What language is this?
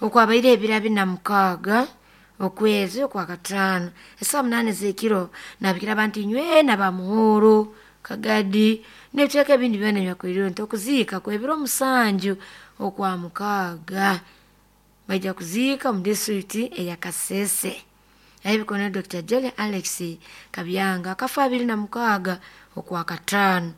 Nyoro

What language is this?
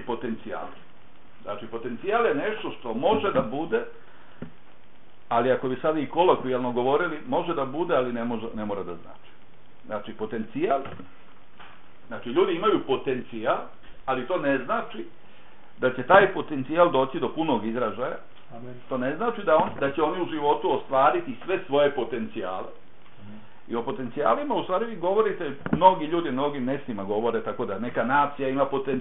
Bosnian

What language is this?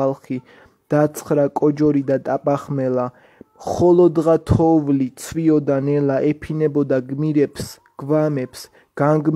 Georgian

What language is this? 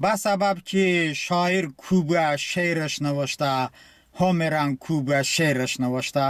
Talysh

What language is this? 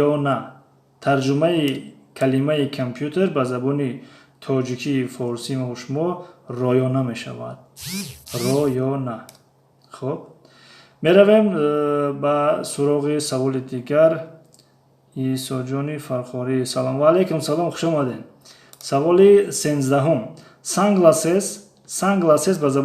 Tajik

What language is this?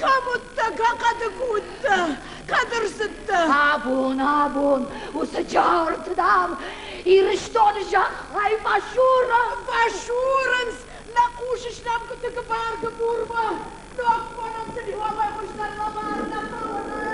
Ossetic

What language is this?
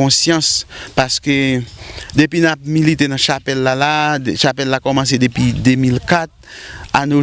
Haitian Creole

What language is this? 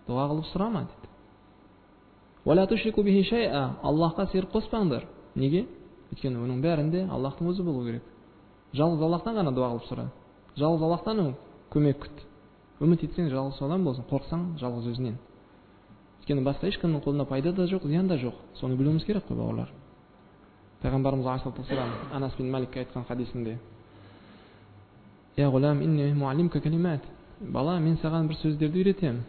Kazakh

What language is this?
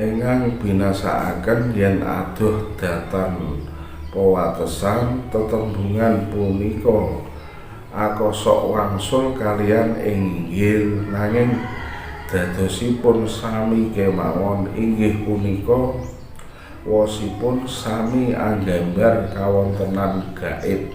Javanese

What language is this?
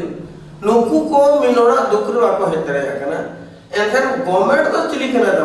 Santali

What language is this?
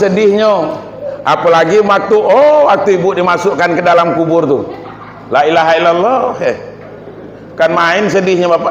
Minangkabau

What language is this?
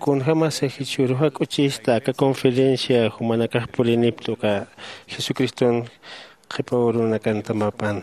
Aymara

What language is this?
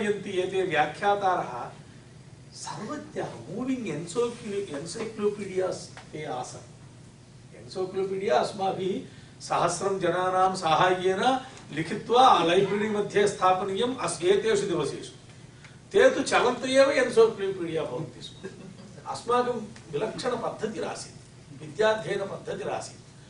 Sanskrit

